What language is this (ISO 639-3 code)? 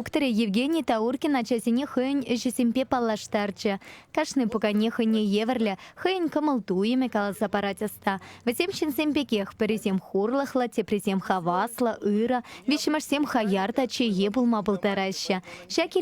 chv